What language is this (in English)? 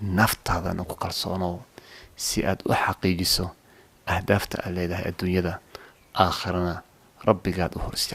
Somali